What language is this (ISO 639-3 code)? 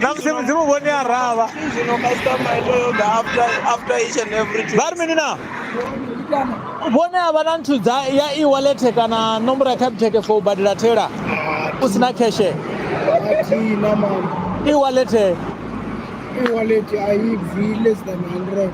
ven